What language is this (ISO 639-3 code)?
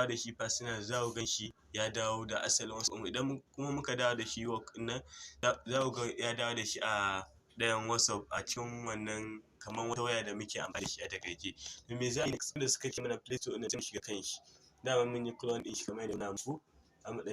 hau